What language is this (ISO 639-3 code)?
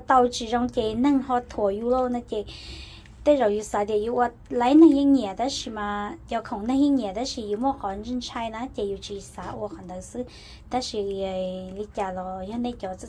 hmn